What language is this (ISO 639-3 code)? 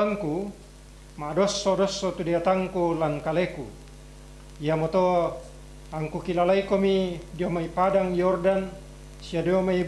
sda